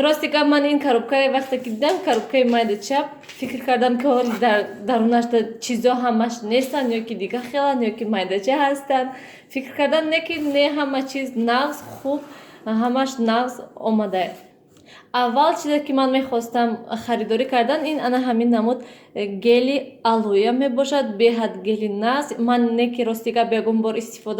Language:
Tajik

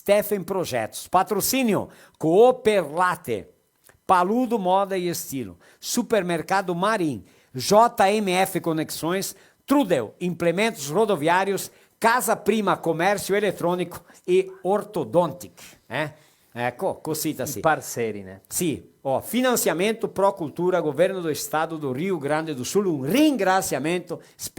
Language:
Venetian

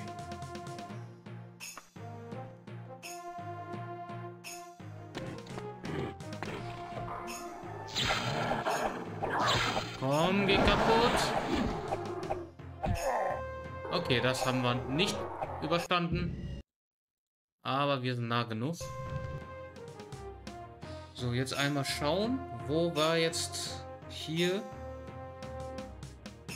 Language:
German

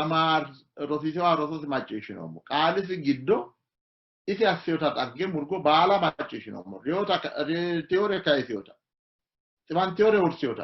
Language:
Sidamo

